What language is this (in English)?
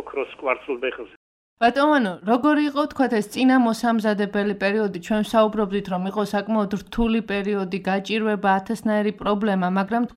Georgian